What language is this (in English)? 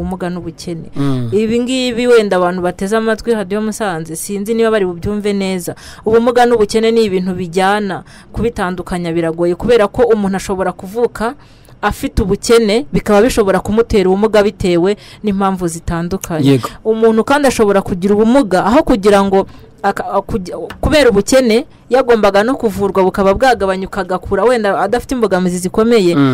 Kinyarwanda